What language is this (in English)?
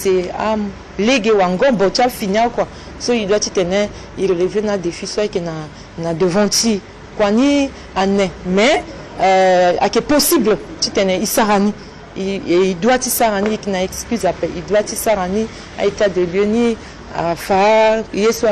Sango